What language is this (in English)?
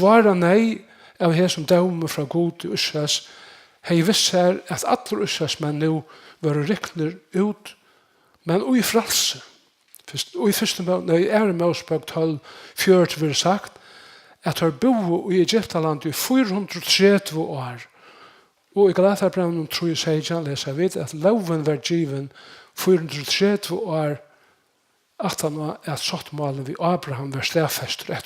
Faroese